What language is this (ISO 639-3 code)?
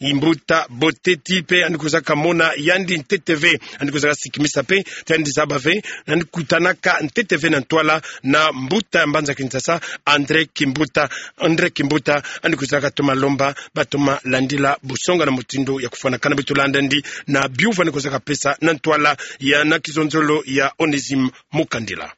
ktu